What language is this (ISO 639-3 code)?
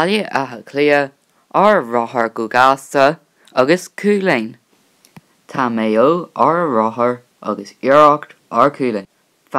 gle